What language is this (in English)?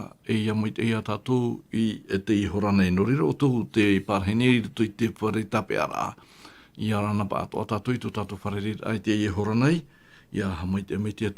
Tahitian